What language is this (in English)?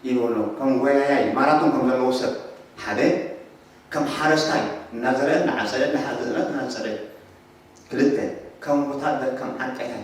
Tigrinya